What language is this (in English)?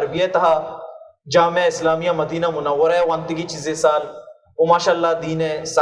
Baluchi